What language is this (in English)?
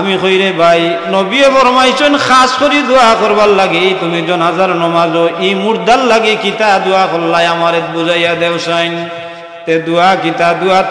Sylheti